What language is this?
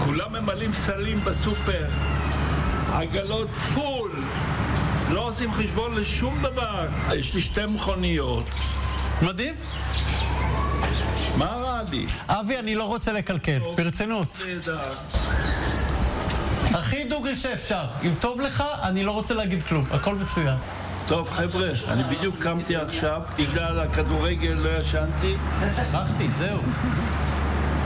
Hebrew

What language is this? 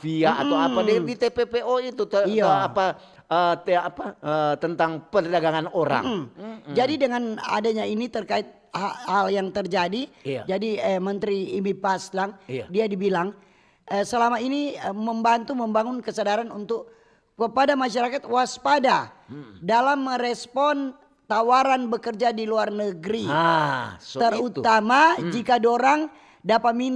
Manado Malay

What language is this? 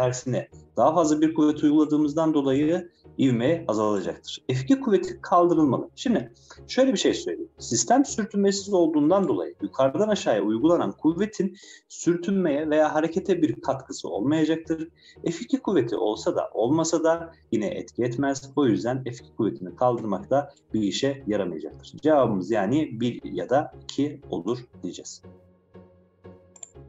Turkish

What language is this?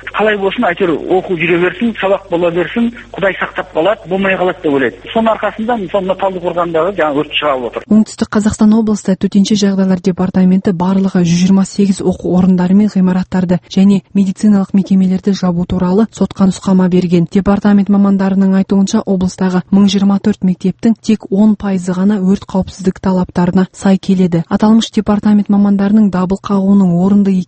Kazakh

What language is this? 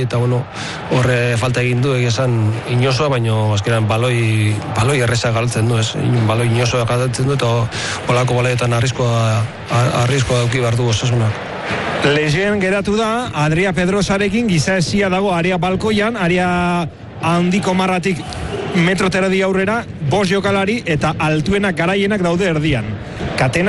Basque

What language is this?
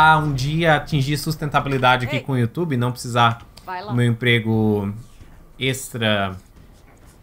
Portuguese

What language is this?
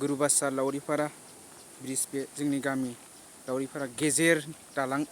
Bodo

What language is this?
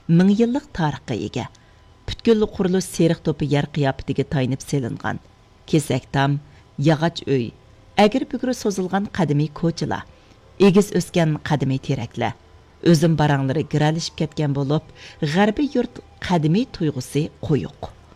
Uyghur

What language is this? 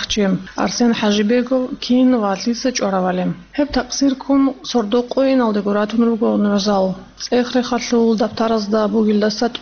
Avaric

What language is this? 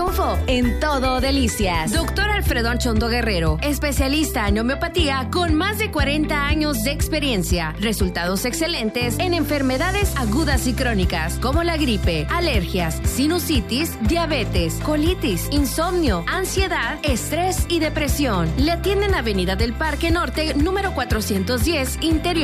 Spanish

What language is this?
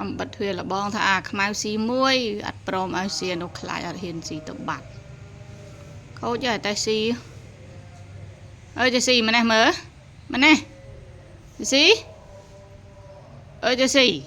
Khmer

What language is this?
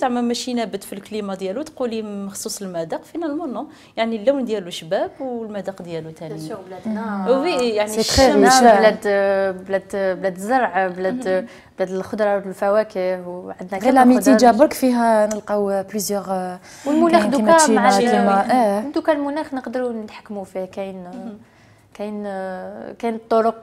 Algerian Arabic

